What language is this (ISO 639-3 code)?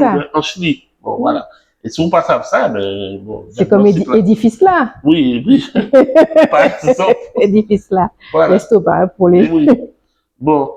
gcf